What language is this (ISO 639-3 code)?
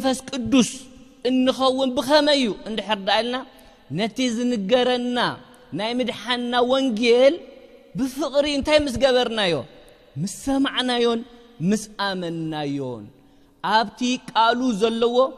tir